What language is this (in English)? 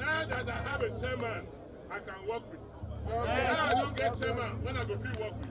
Nigerian Pidgin